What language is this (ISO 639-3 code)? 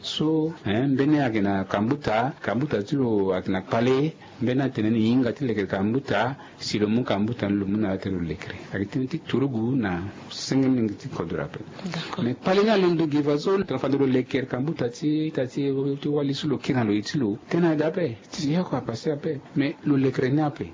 sag